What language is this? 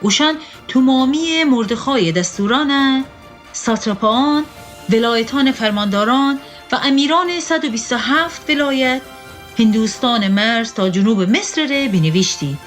Gilaki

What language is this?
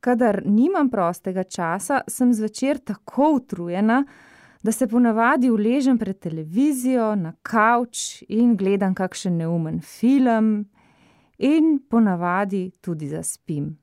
Slovenian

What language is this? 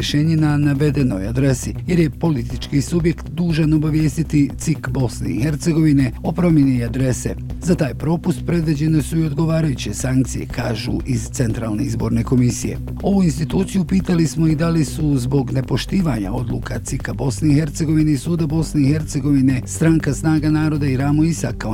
Bosnian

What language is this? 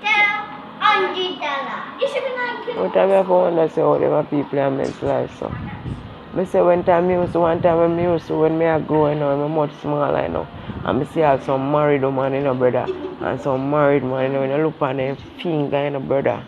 Jamaican Creole English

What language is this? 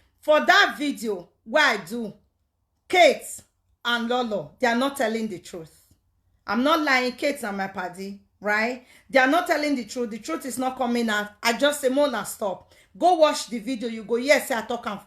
Nigerian Pidgin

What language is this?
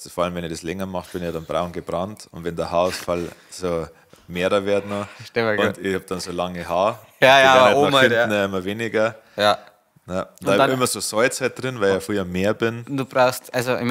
Bavarian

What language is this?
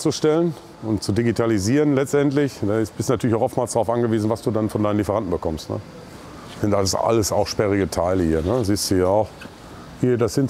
German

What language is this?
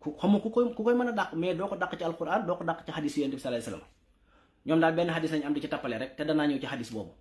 Wolof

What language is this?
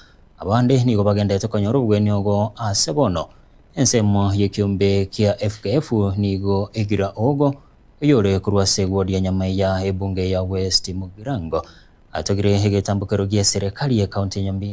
Gusii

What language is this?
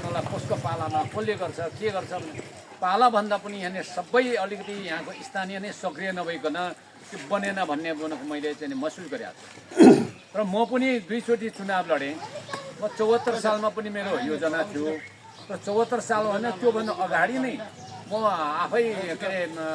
Nepali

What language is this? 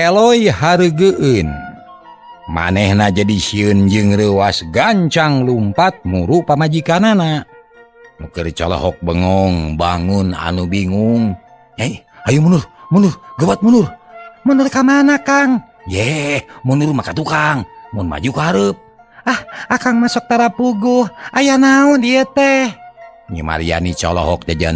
Sundanese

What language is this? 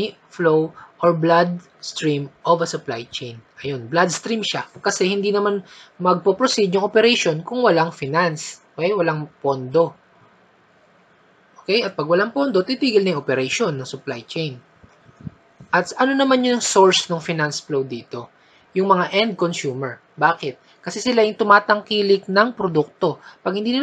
Filipino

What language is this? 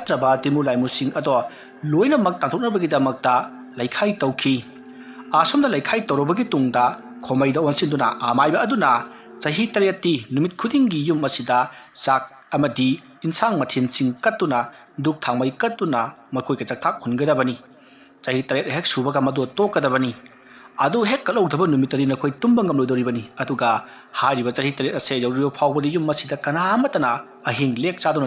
Manipuri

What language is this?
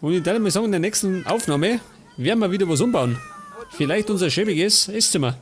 Bavarian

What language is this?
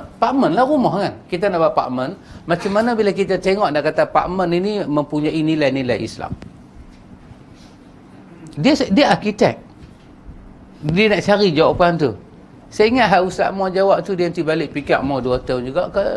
Malay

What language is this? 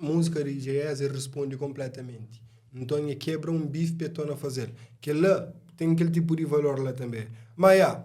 Kabuverdianu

